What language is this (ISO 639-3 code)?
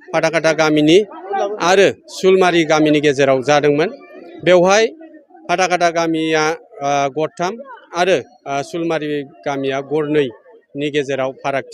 brx